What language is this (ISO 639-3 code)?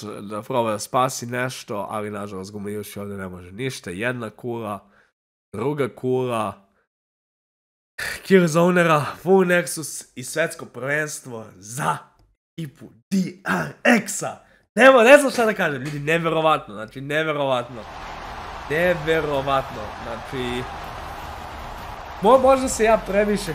srp